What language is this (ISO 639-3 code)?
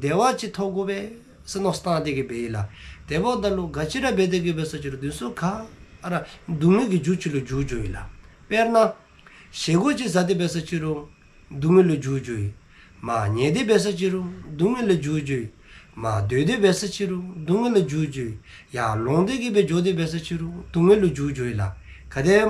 dzo